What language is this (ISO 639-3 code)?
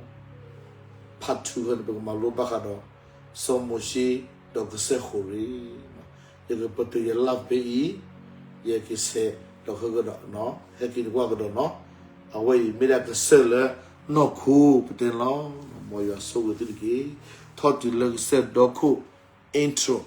ksw